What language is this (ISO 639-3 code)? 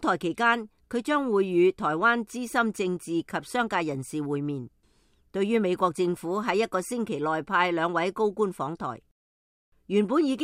yue